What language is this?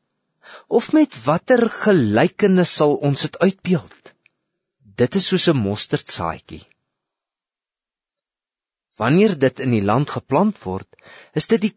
Afrikaans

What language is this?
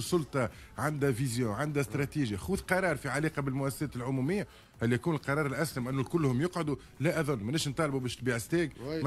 Tunisian Arabic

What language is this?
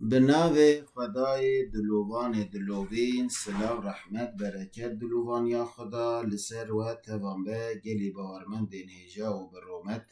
Kurdish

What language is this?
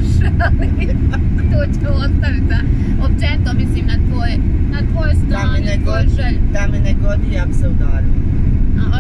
Bosnian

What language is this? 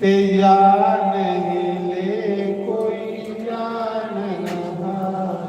Dogri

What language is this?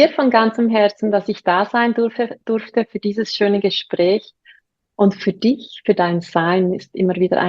German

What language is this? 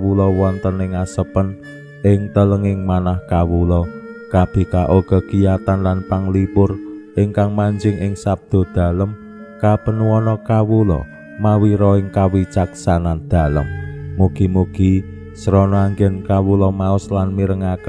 Javanese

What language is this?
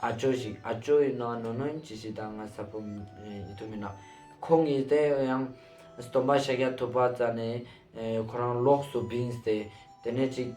Ladakhi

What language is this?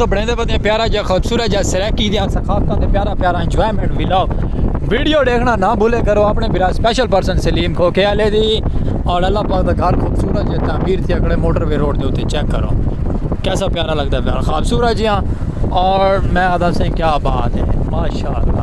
Saraiki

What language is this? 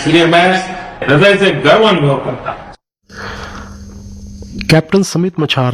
Punjabi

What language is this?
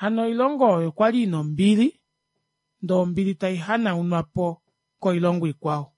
Kuanyama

